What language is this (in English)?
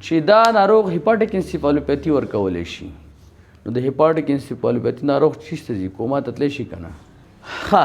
Pashto